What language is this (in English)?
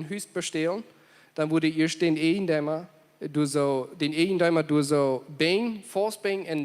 Plautdietsch